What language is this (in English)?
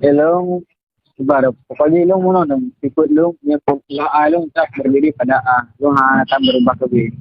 Achinese